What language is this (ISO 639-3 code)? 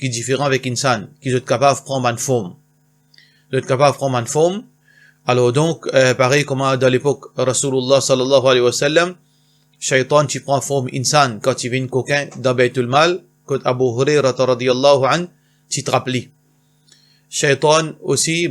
mfe